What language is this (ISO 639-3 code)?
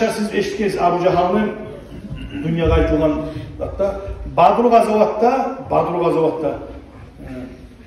kum